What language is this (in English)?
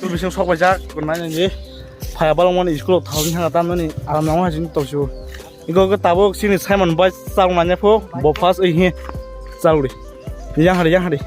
Kok Borok